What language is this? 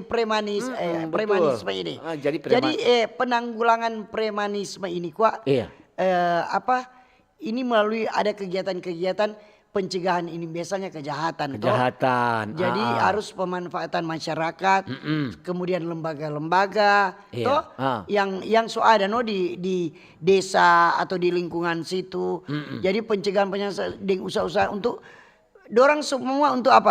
Manado Malay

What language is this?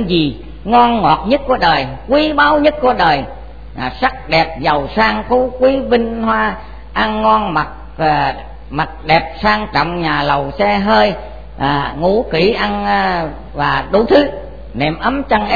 Vietnamese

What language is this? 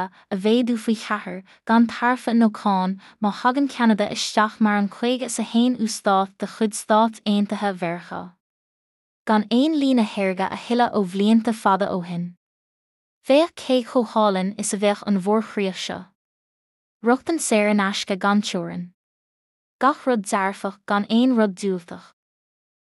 Irish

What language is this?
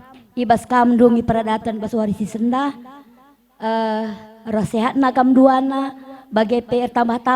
Batak Karo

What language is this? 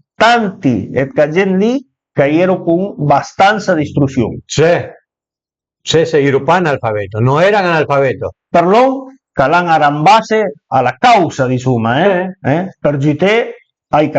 Piedmontese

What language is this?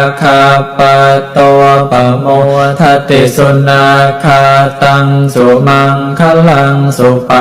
Pali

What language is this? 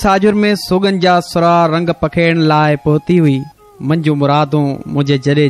Sindhi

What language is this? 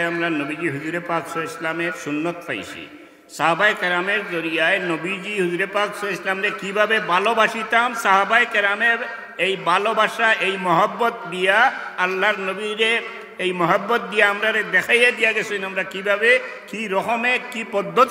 Sylheti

